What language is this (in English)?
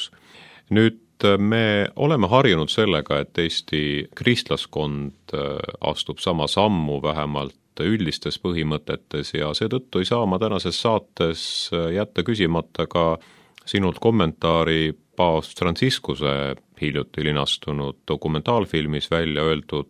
Estonian